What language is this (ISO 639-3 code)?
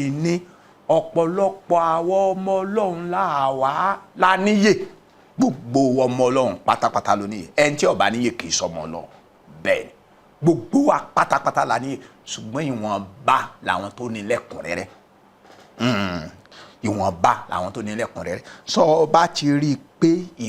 yor